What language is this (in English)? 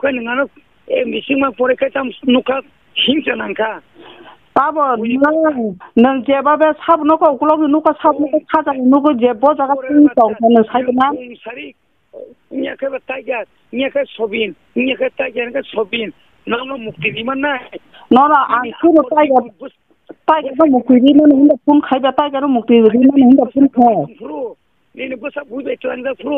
Kok Borok